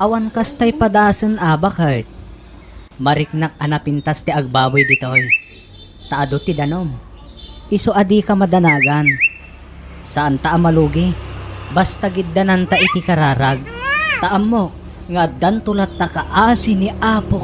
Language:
Iloko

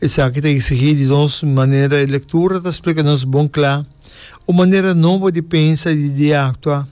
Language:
Papiamento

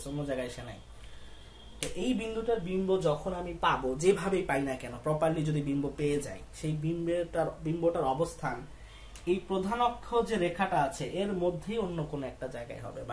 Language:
Bangla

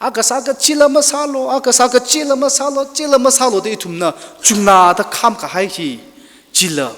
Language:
Tangkhul Naga (India)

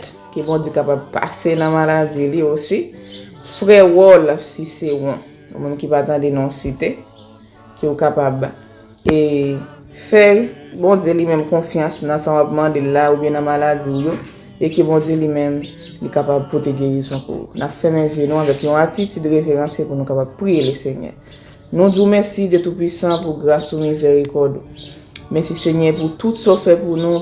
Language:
Haitian Creole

